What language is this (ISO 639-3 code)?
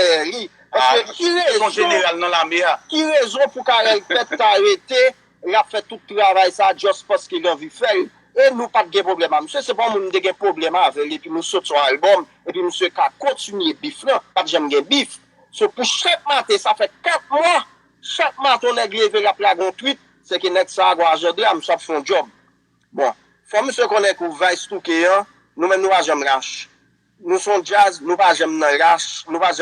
hat